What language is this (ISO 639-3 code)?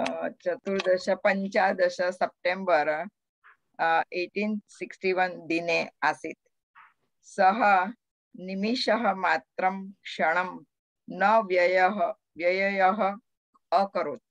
san